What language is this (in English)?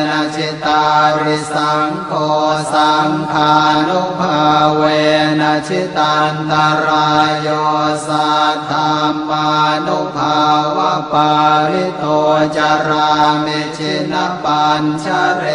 Pali